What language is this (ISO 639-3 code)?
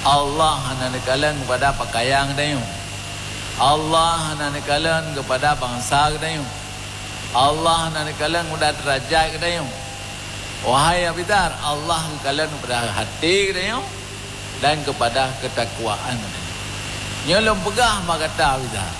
ace